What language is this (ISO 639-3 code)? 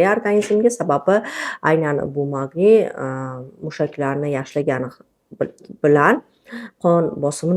uzb